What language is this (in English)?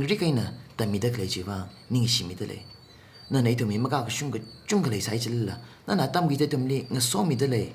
Tangkhul Naga (India)